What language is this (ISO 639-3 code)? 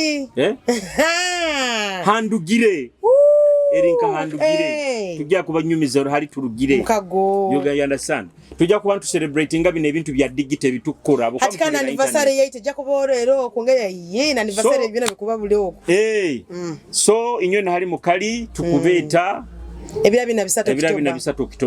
nyo